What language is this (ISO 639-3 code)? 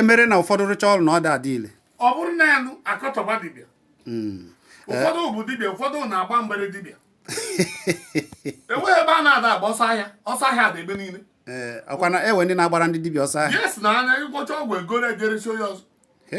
ibo